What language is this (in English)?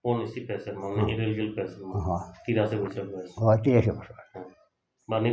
Santali